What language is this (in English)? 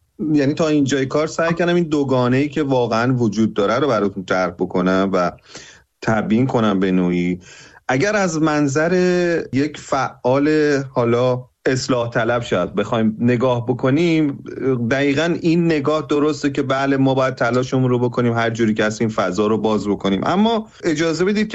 Persian